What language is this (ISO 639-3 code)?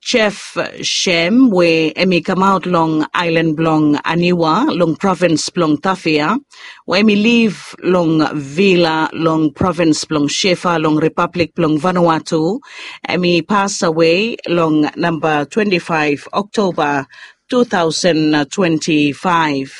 bis